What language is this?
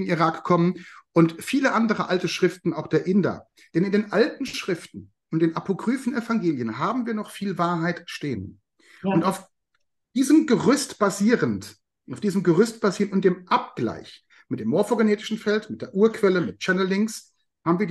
German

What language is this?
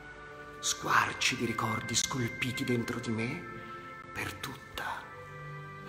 Italian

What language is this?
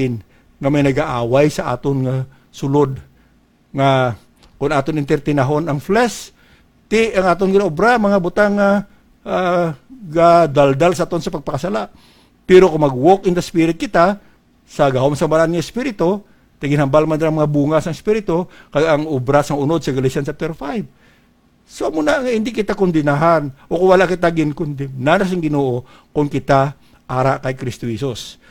Hiligaynon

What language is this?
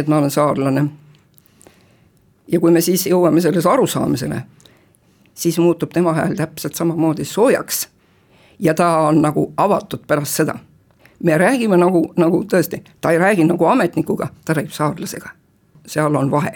Estonian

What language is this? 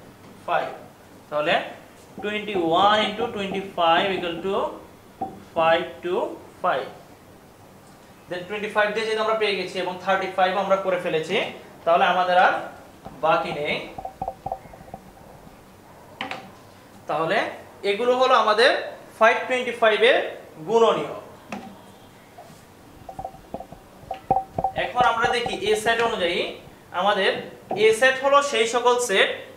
Bangla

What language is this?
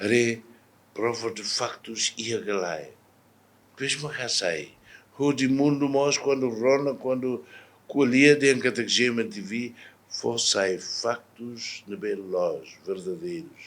Tetum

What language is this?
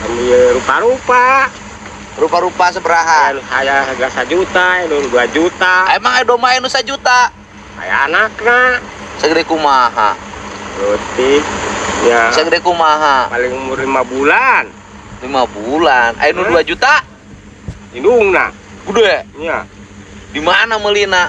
Sundanese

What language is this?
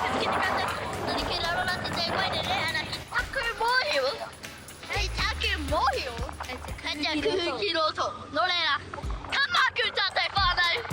Māori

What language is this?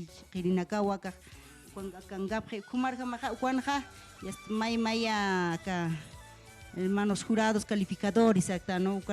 Aymara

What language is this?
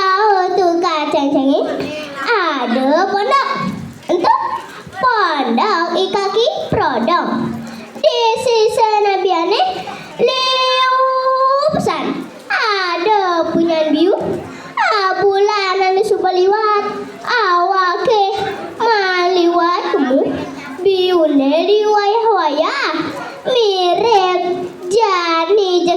Balinese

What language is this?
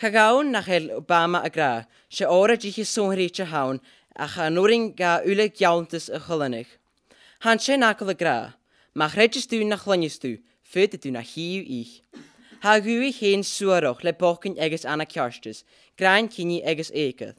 Scottish Gaelic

